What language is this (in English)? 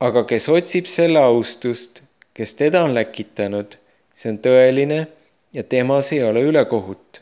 Estonian